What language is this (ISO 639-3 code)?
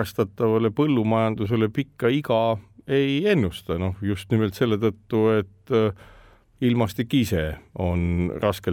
est